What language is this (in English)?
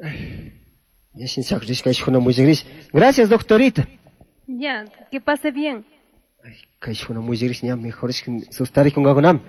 Chimborazo Highland Quichua